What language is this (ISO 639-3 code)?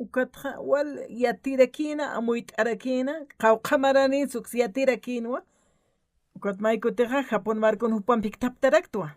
aym